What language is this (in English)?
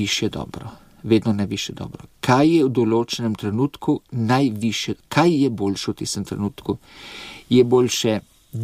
Slovenian